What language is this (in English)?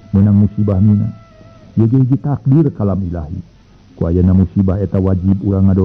Sundanese